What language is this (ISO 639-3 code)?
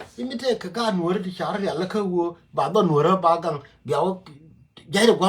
nus